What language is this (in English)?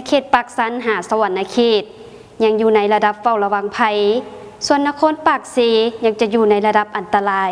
Lao